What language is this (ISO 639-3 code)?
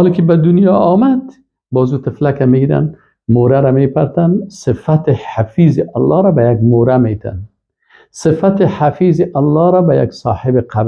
fas